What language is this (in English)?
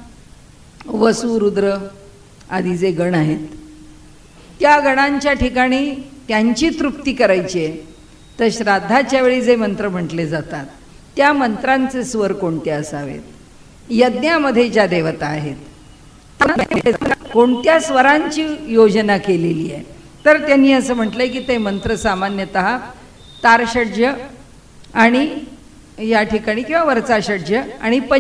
Marathi